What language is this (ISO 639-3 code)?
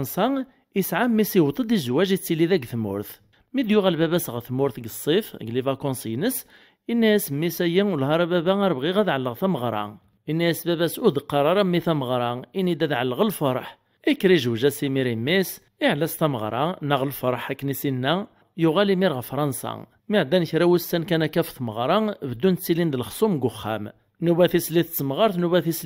kab